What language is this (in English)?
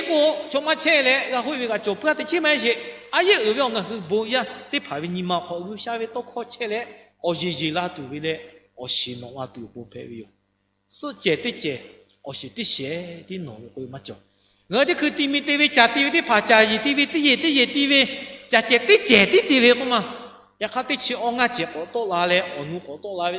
Lahu